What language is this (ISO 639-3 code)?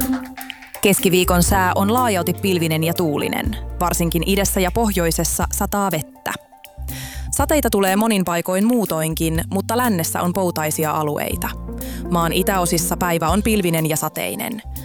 fin